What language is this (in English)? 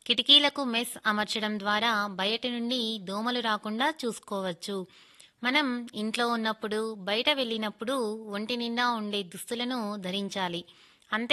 Telugu